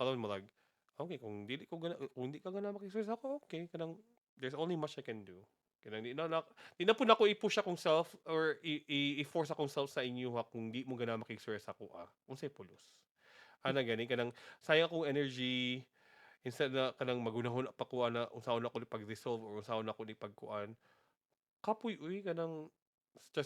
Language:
Cebuano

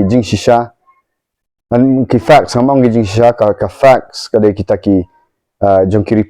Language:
Khasi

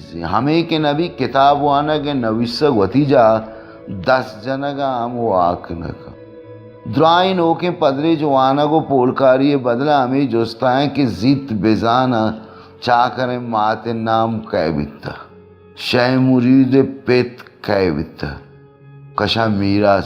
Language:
Baluchi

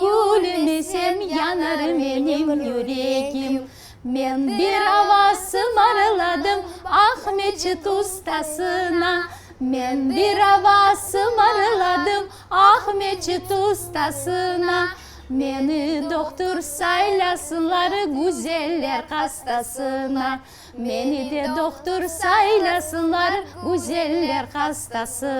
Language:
Crimean Tatar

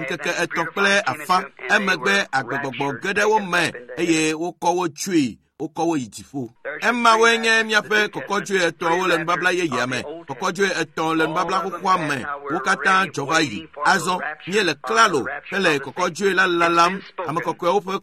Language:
Ewe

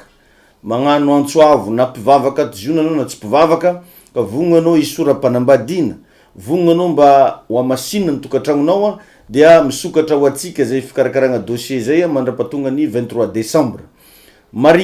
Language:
Malagasy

